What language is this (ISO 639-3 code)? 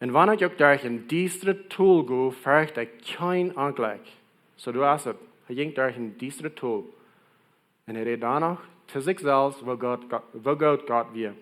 pdt